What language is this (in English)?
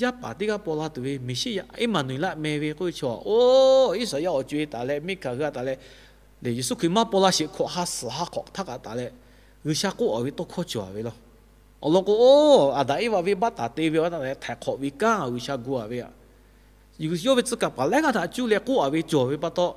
Lahu